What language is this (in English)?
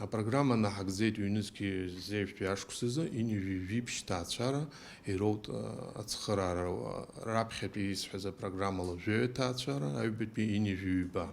Abkhazian